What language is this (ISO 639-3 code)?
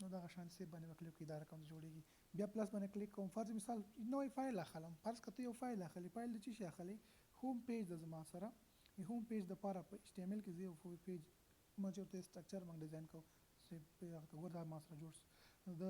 pus